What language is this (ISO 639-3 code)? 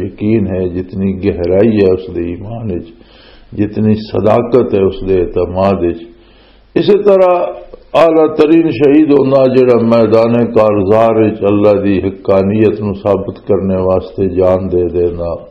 lah